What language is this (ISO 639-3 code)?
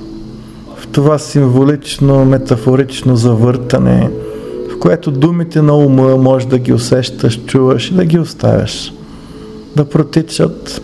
bul